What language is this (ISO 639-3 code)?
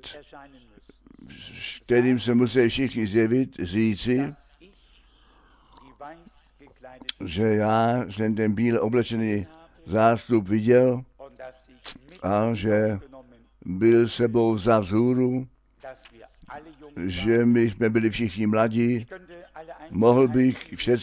ces